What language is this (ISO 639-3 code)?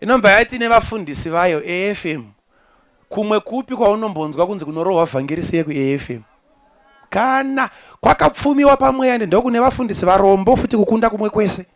sna